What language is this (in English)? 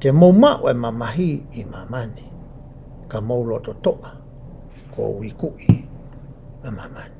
Tongan